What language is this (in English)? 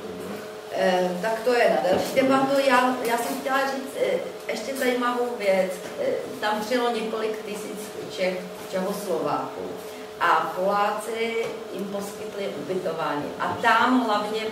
Czech